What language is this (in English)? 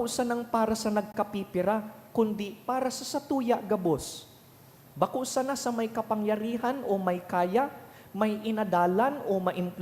Bikol